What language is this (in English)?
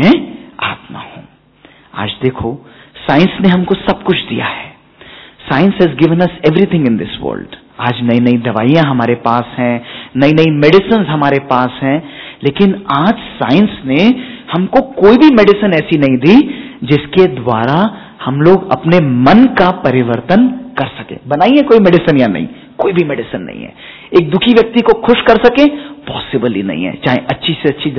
Hindi